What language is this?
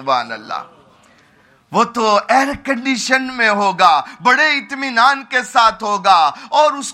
Urdu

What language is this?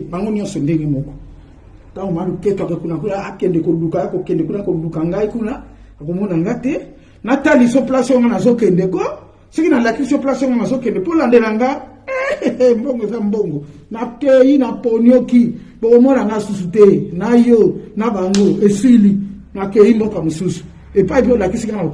Lingala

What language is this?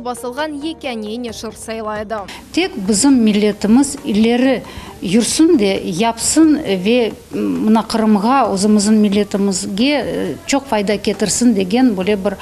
Crimean Tatar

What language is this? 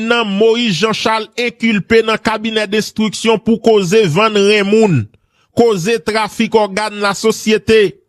Haitian Creole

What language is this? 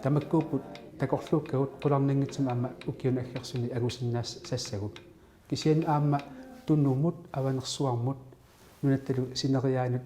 Kalaallisut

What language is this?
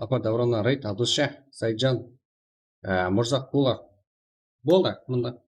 Kara-Kalpak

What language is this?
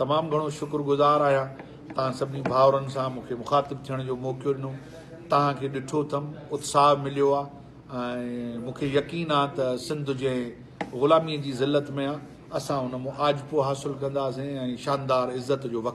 Sindhi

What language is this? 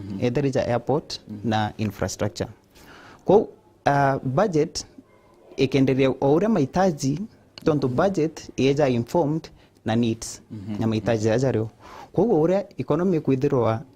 Meru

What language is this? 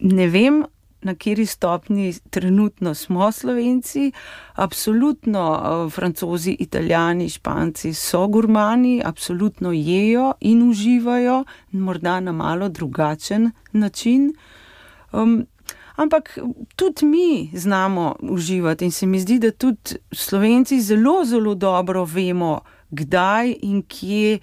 Slovenian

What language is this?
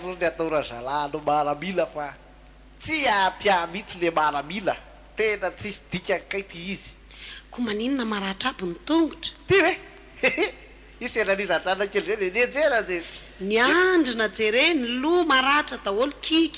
Malagasy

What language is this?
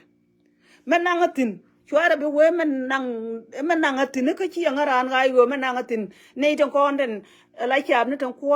Nuer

